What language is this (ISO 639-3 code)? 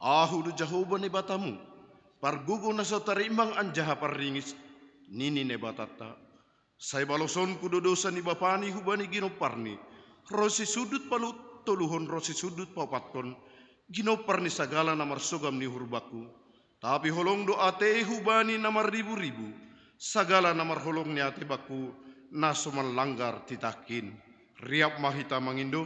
bts